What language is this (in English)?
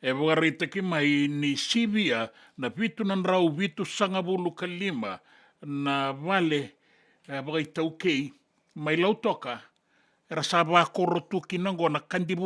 Fijian